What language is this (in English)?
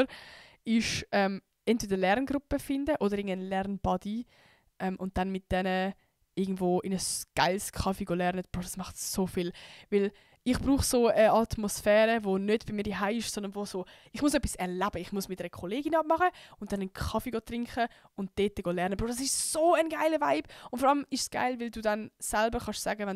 Swiss German